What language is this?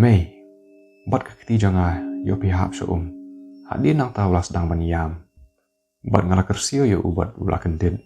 Khasi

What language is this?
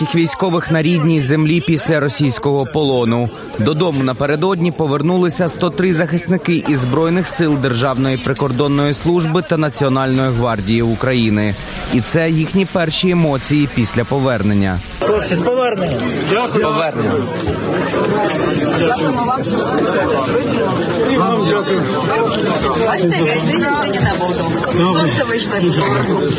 Ukrainian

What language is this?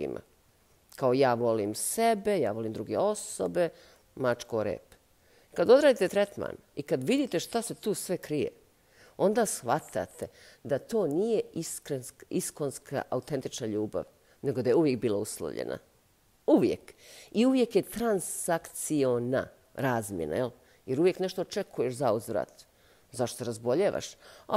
Bosnian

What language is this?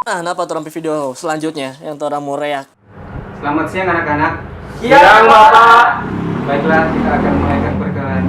Manado Malay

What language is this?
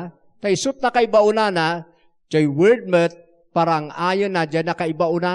Iloko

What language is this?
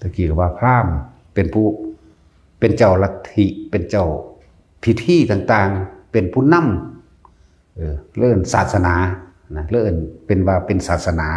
Northeastern Thai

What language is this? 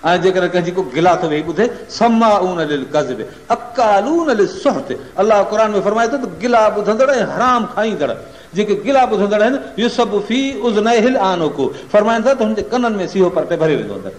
Sindhi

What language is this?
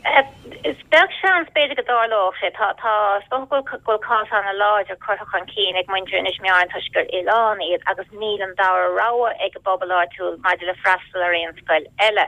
Irish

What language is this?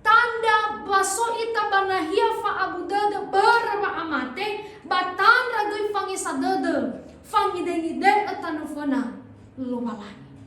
Nias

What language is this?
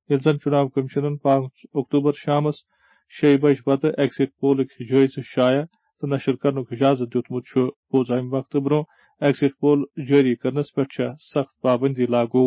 Kashmiri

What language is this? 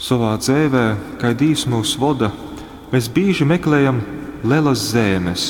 Latgalian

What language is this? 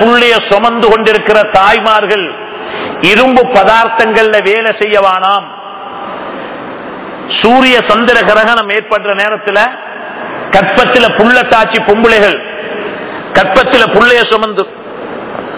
Tamil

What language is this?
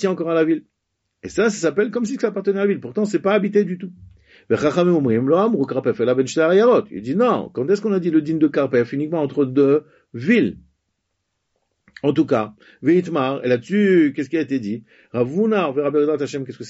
French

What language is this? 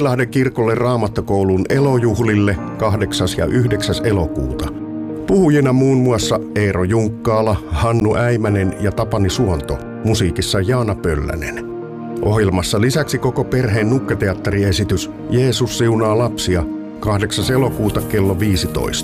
Finnish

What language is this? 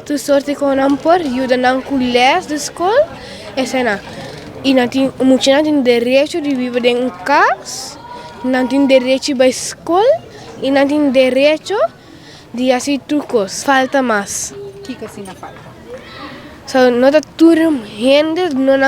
Papiamento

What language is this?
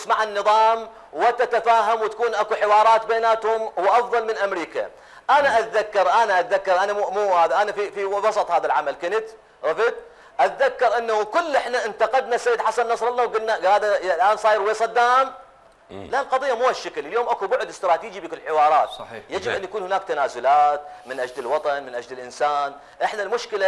Mesopotamian Arabic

